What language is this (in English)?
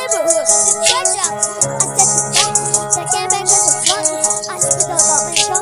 Tangkhul Naga (India)